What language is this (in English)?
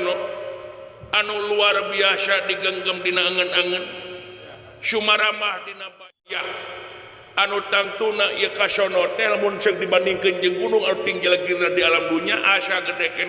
Sundanese